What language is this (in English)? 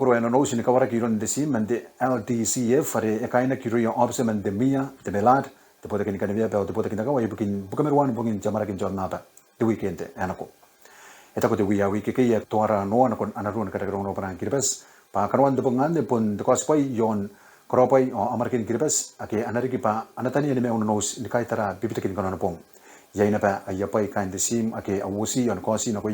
Gilbertese